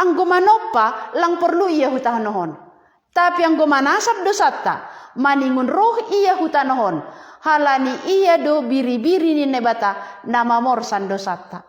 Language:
Batak Simalungun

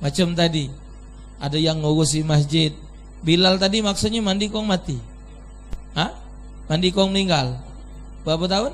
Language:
Musi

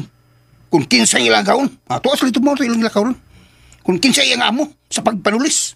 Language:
Cebuano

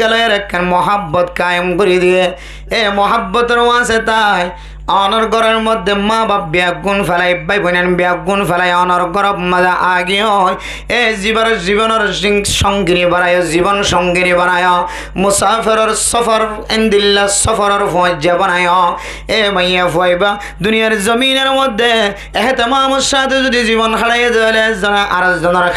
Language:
Rohingya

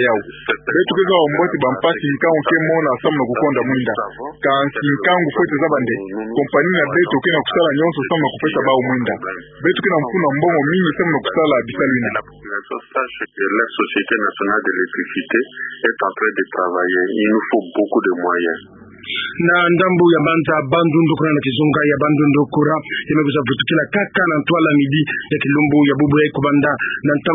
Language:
Kituba (Democratic Republic of Congo)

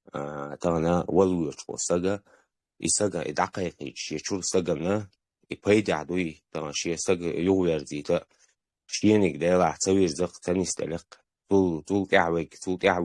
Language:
Chechen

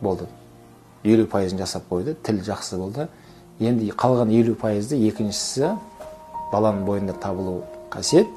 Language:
Kazakh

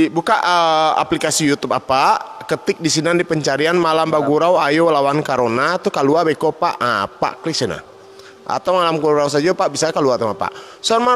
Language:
Minangkabau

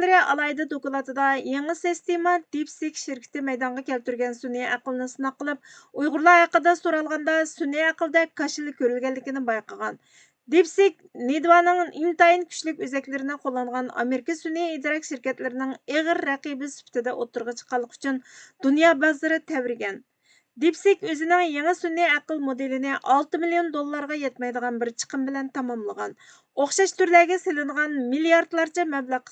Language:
Uyghur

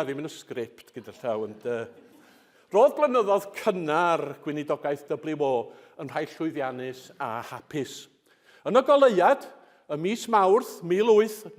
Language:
Welsh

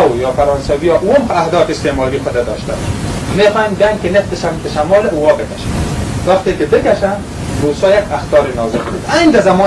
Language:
Persian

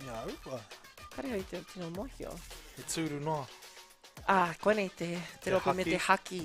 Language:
Māori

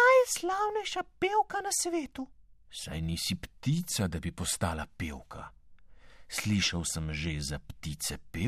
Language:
Slovenian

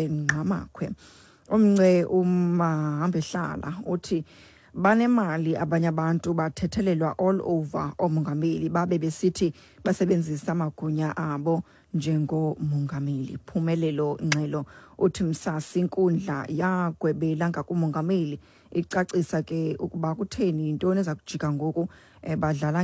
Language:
Xhosa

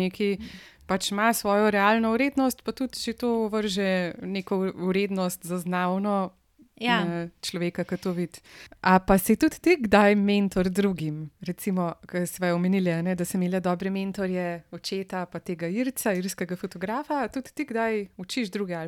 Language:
Slovenian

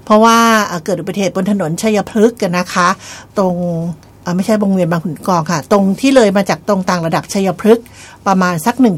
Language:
Thai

